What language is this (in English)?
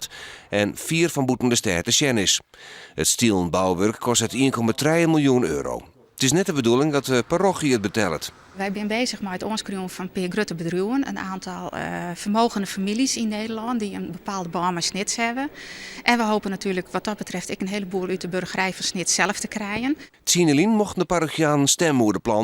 Western Frisian